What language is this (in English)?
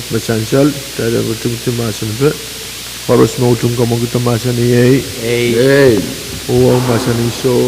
Pohnpeian